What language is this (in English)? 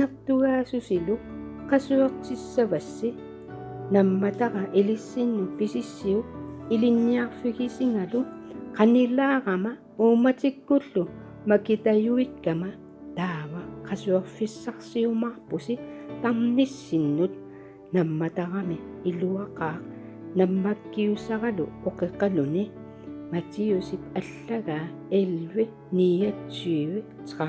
Kalaallisut